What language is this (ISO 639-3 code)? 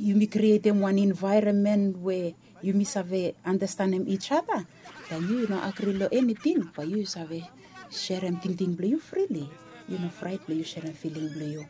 bis